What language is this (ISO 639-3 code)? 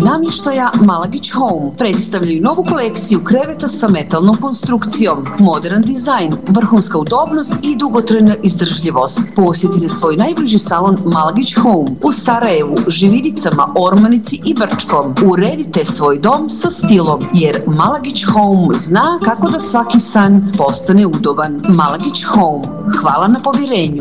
bos